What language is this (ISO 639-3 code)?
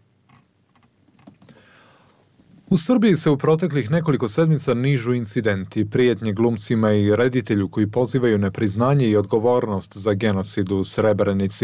bos